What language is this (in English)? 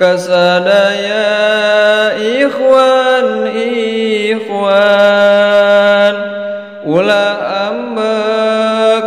Sundanese